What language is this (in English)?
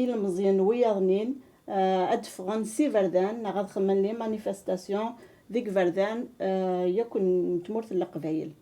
Kabyle